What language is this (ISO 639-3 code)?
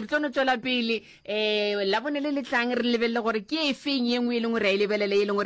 nso